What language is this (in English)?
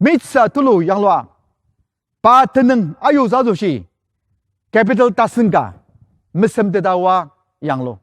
Ao Naga